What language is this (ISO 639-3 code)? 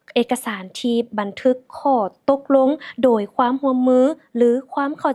lao